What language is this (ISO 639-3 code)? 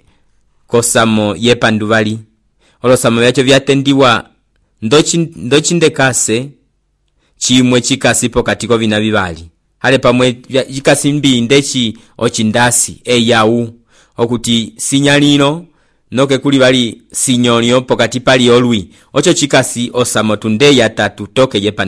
umb